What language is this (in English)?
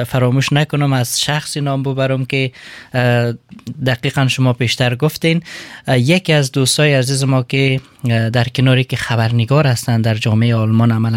Persian